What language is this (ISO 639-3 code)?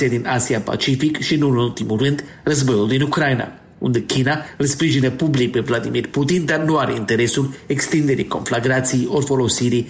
ron